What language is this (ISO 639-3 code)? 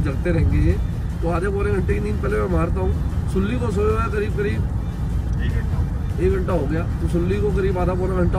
hin